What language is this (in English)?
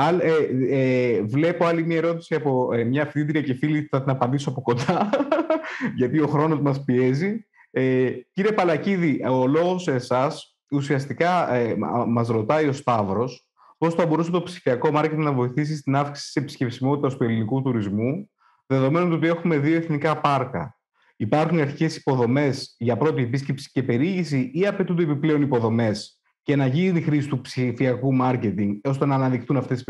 Greek